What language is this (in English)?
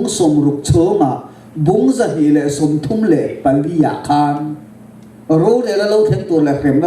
Mizo